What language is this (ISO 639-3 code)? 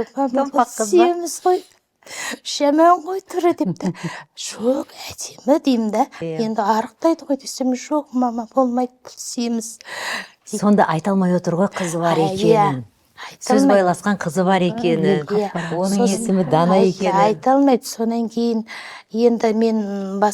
kaz